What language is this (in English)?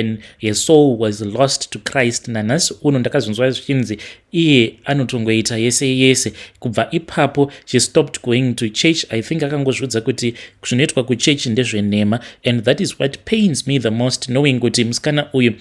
Shona